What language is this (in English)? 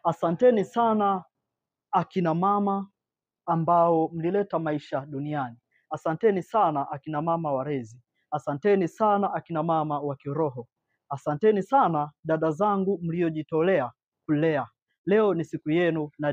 Swahili